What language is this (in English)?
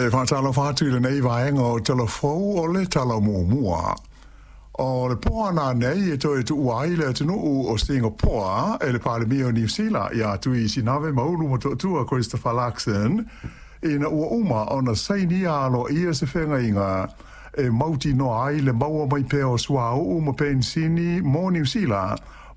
Samoan